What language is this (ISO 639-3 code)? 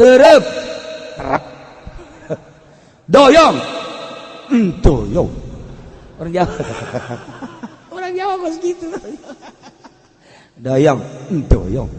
sun